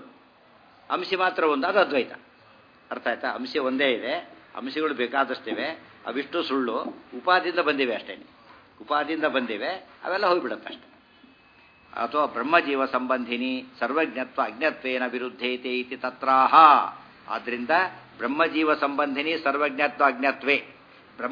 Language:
Kannada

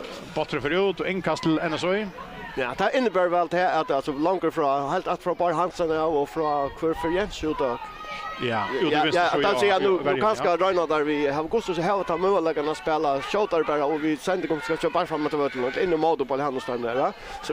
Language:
Faroese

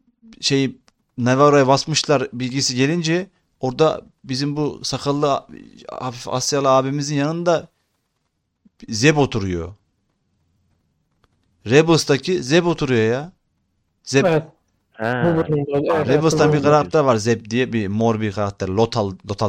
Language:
Turkish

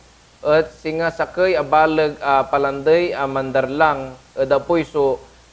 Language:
Pangasinan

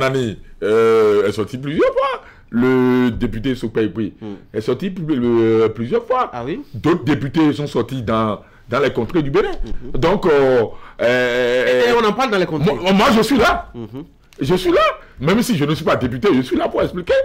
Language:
French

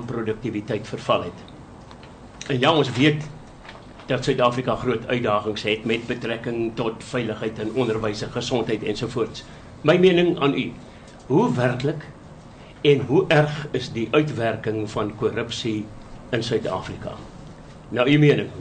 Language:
Afrikaans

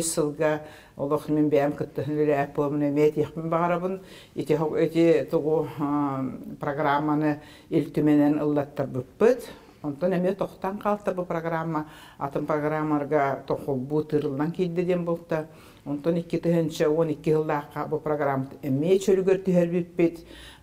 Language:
Yakut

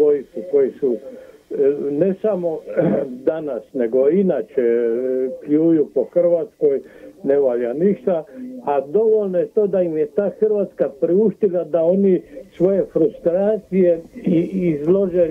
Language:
Croatian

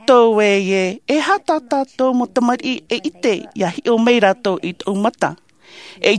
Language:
Tahitian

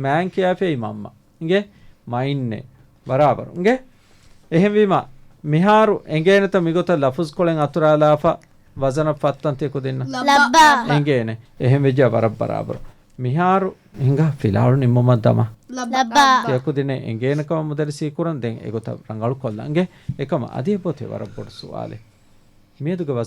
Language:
Divehi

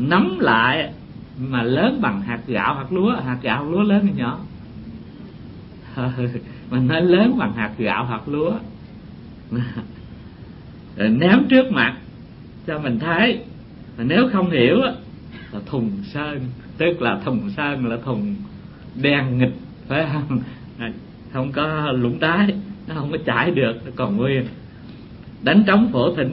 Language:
Vietnamese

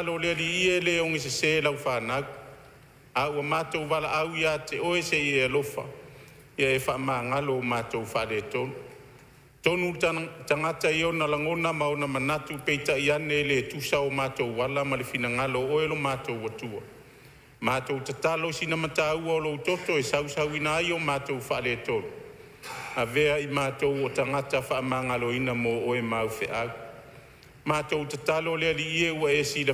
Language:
Samoan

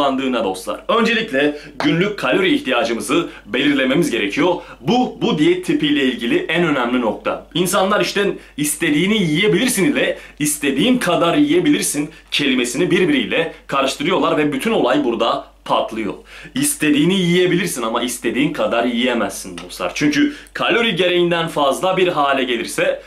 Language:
Turkish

